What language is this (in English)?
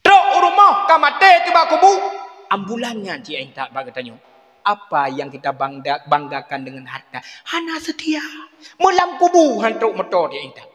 Achinese